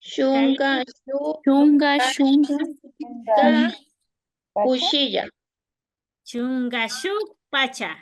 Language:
Imbabura Highland Quichua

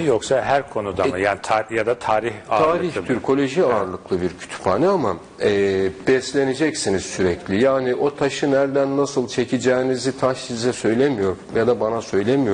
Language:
Turkish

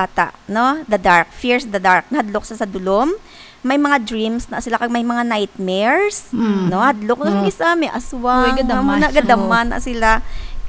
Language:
Hiligaynon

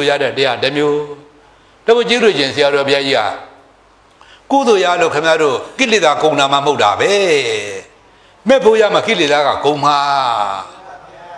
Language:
Burmese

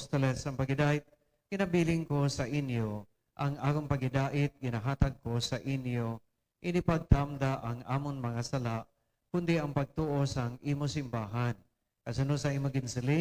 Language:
Hiligaynon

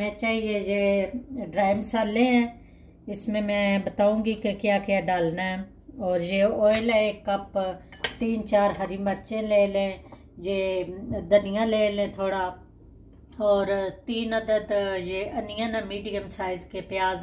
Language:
Hindi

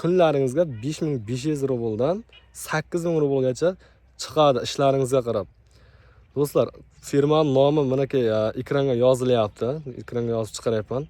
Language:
Uzbek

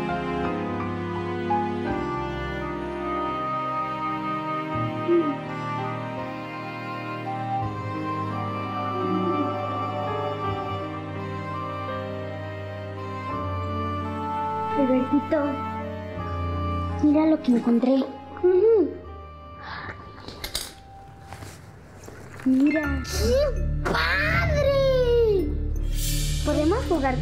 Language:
Spanish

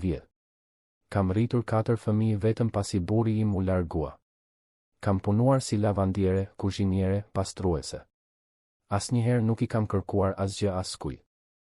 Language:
Albanian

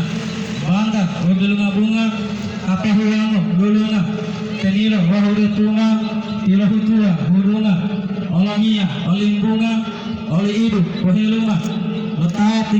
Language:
Gorontalo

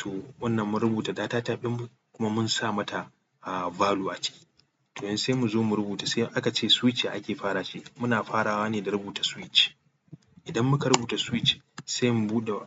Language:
Hausa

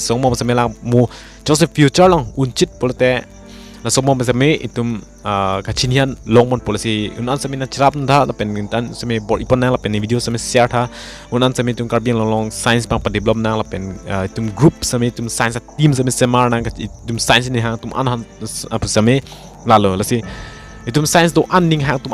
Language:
Karbi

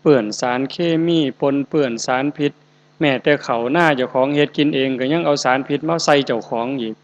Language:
Northeastern Thai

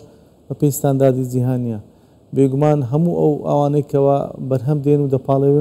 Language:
Central Kurdish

